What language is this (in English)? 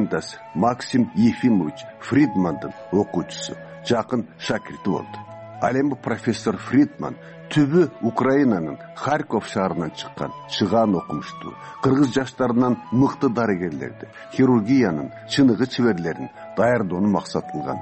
Kyrgyz